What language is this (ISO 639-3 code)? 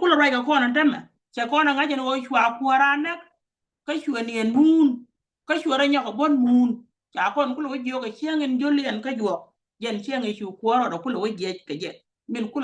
nus